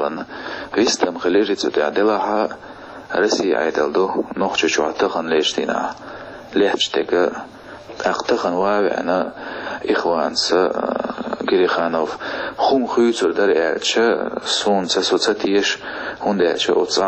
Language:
Chechen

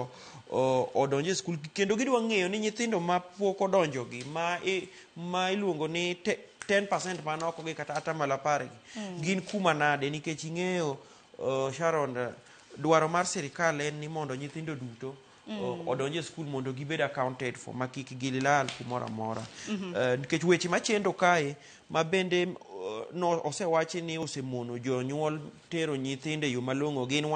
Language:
Luo (Kenya and Tanzania)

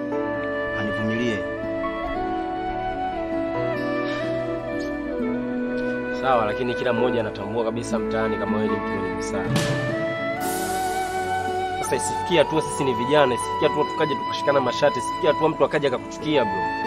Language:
Swahili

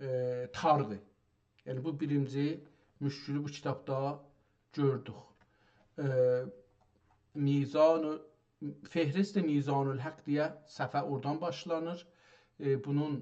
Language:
South Azerbaijani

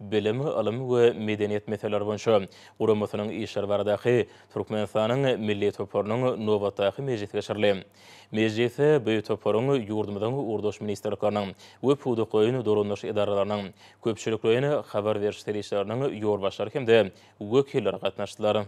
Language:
Turkmen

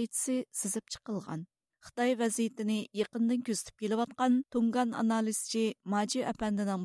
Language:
Uyghur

